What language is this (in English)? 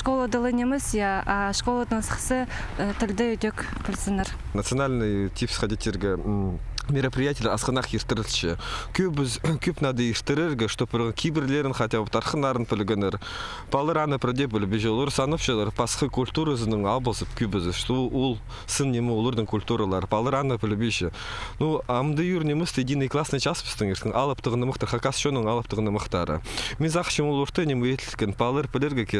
Khakas